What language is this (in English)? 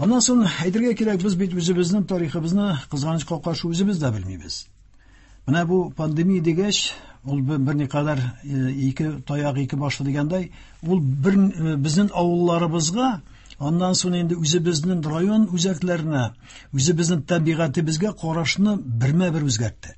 Tatar